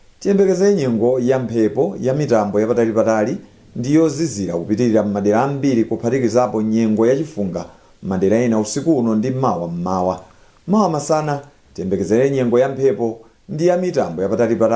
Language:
Nyanja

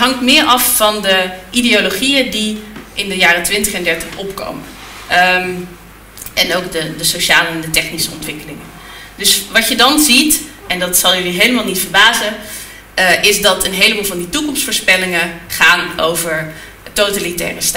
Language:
Dutch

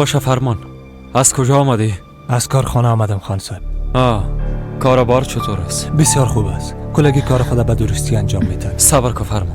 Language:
Persian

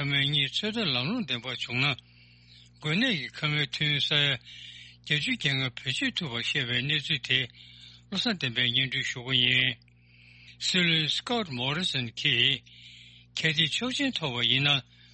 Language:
Tibetan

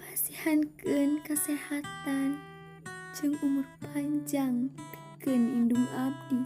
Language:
Sundanese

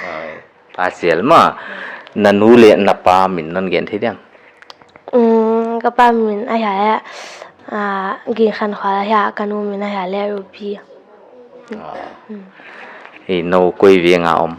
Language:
Paite Chin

